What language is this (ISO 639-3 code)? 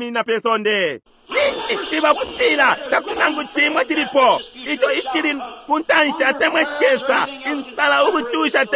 bem